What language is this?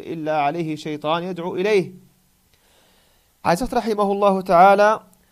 Dutch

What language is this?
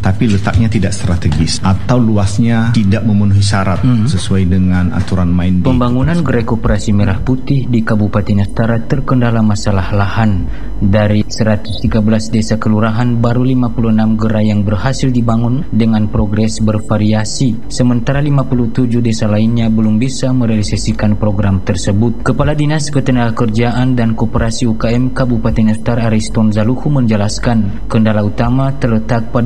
Indonesian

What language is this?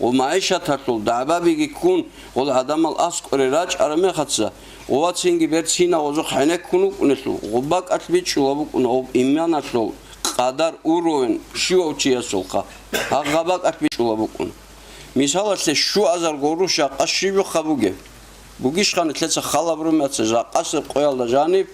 Avaric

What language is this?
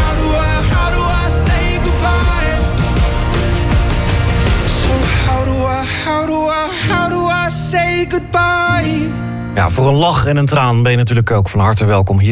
Dutch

